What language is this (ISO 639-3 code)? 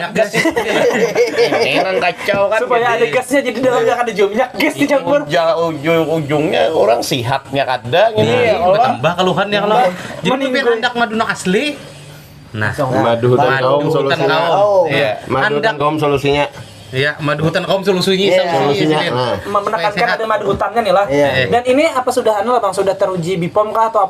bjn